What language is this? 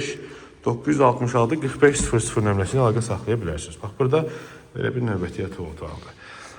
Azerbaijani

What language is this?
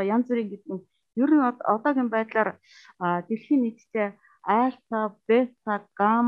Mongolian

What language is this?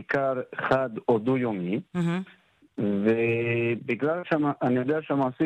Hebrew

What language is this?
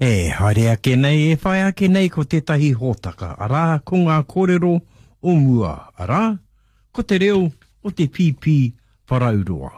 Māori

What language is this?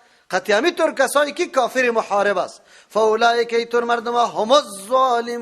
Persian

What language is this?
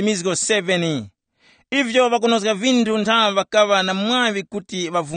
Tumbuka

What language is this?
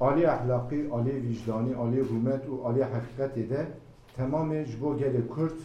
Kurdish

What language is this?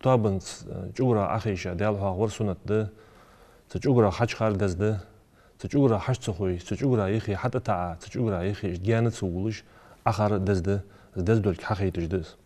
Ingush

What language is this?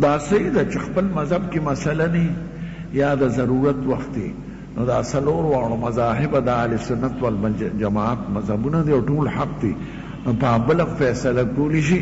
Pashto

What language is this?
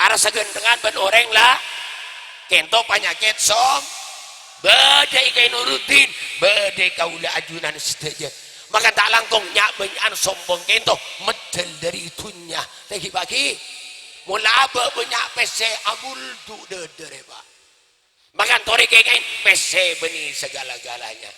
Madurese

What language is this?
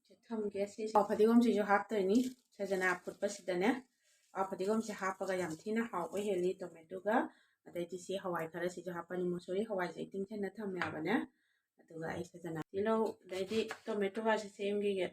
Manipuri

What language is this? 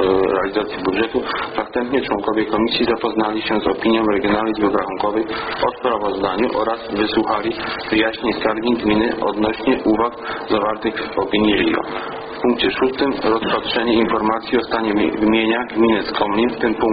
Polish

